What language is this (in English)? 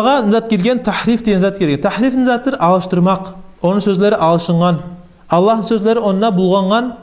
Kumyk